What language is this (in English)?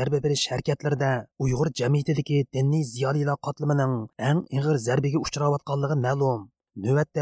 Uyghur